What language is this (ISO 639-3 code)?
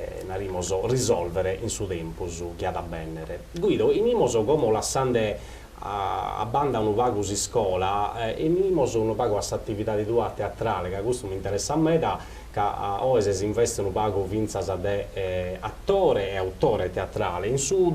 srd